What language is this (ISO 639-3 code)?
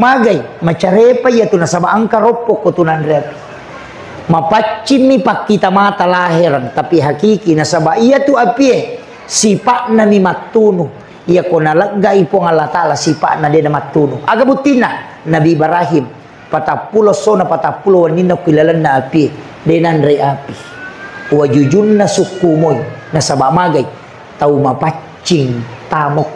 bug